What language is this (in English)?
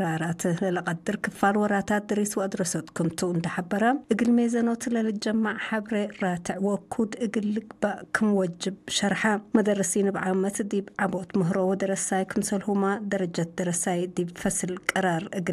Tigre